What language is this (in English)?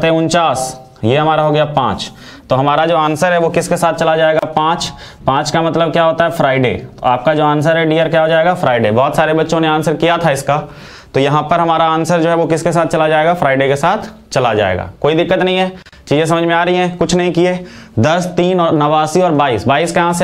Hindi